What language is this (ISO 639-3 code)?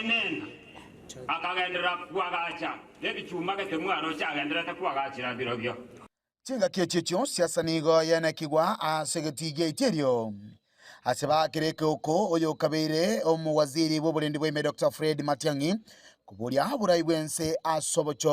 guz